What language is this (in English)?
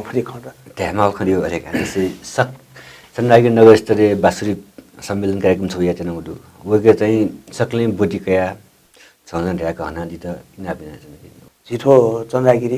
Newari